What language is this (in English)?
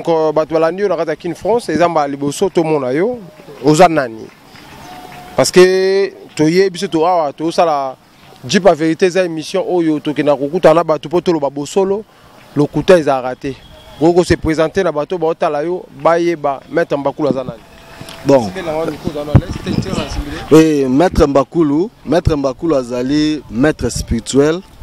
Lingala